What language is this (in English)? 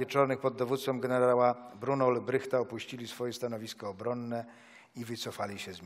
Polish